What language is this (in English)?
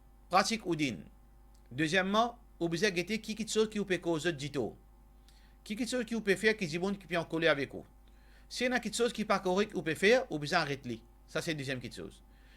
Morisyen